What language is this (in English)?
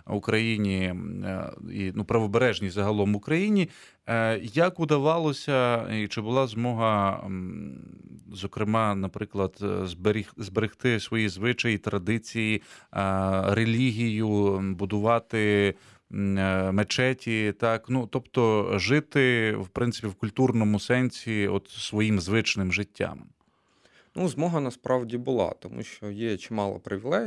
Ukrainian